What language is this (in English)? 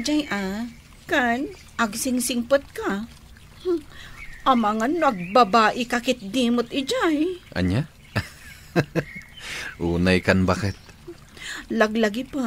Iloko